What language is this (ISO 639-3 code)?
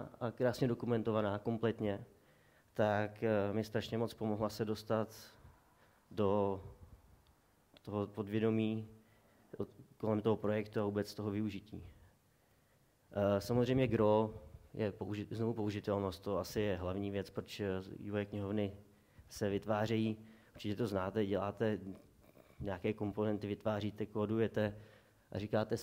ces